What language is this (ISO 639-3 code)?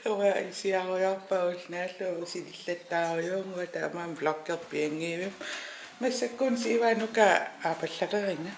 kal